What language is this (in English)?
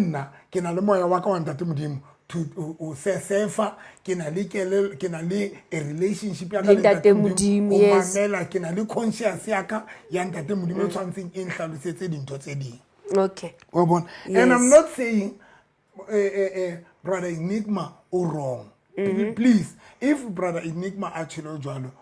Southern Sotho